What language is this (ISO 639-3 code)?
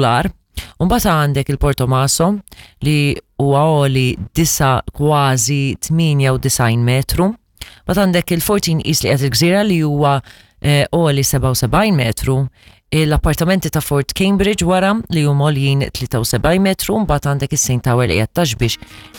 mlt